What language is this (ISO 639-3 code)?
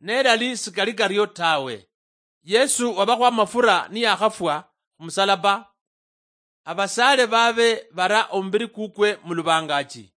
luy